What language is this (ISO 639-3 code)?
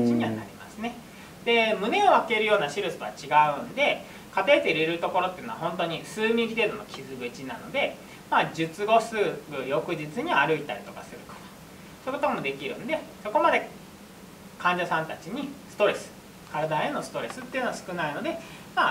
jpn